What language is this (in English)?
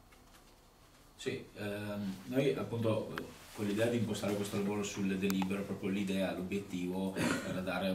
Italian